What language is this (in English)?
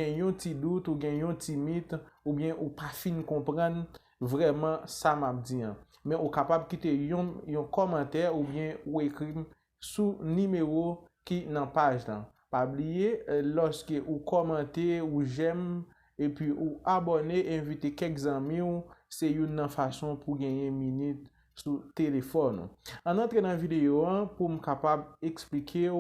Haitian Creole